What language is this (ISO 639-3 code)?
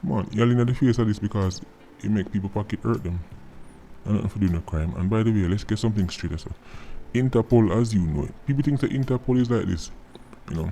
jam